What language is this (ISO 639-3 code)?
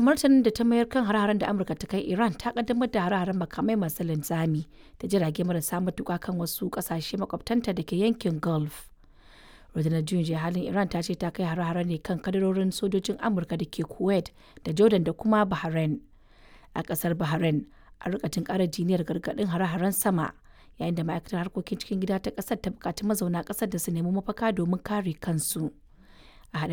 hau